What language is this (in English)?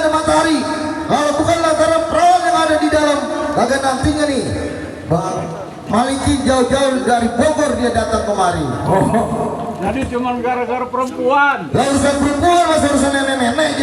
Betawi